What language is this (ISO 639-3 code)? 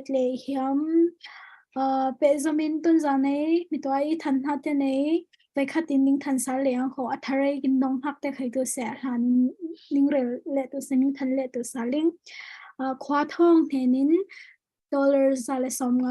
cfm